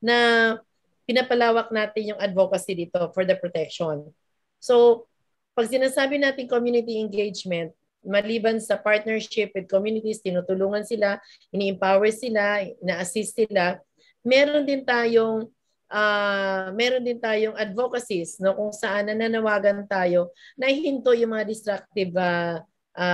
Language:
Filipino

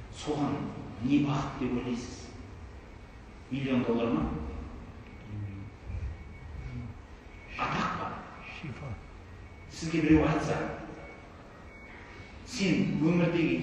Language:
Kazakh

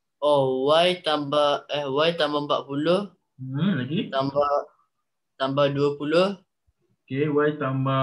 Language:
Malay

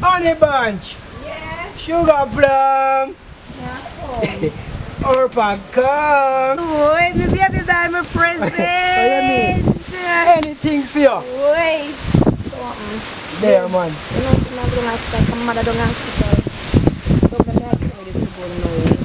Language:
Jamaican Creole English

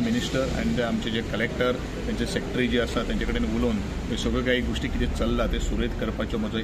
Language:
Konkani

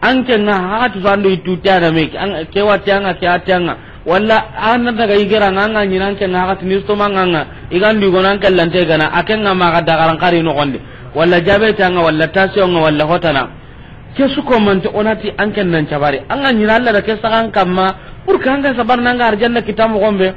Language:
Soninke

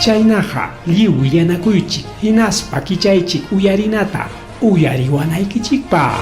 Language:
Ayacucho Quechua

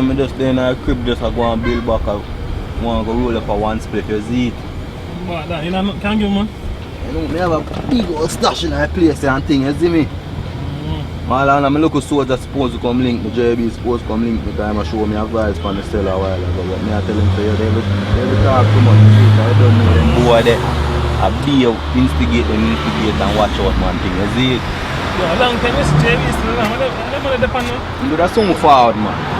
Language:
Jamaican Creole English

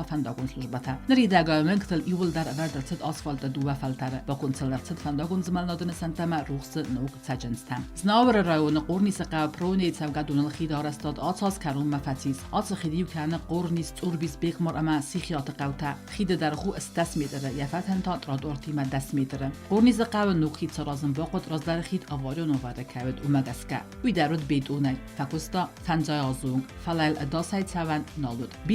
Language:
Ossetic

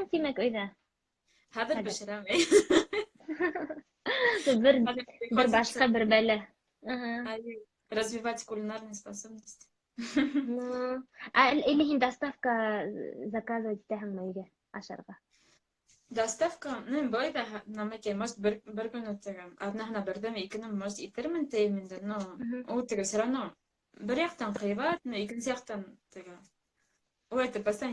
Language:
Bashkir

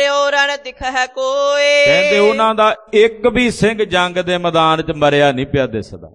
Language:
Punjabi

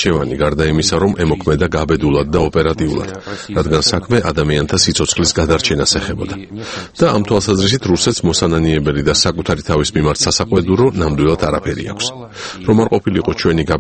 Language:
Georgian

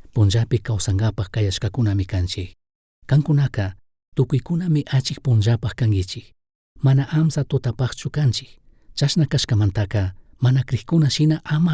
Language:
Chimborazo Highland Quichua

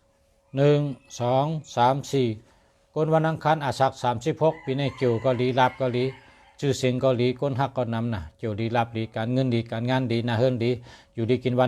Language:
Shan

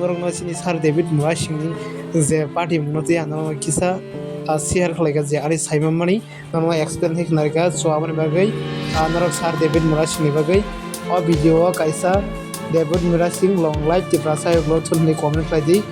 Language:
Kok Borok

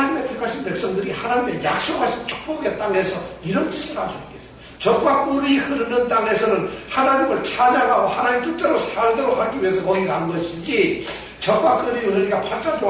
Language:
Korean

